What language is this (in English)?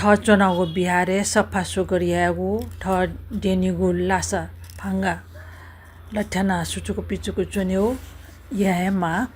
Newari